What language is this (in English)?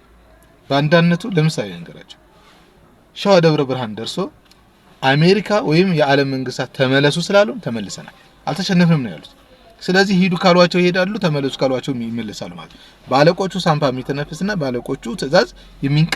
Amharic